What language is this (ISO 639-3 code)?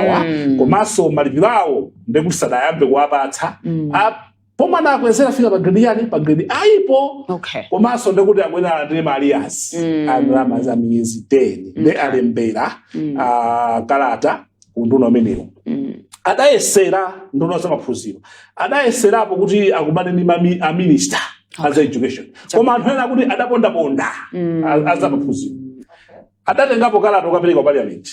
nya